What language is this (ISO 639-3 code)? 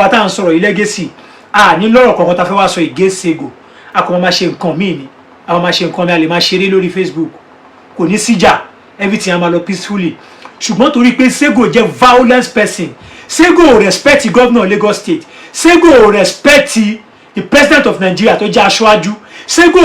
yor